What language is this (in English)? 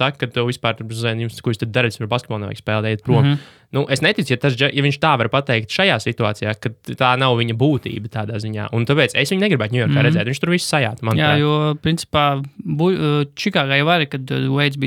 Latvian